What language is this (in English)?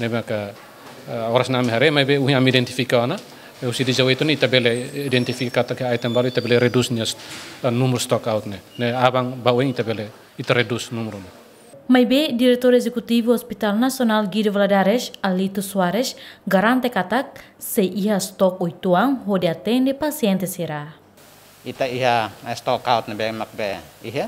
Tetum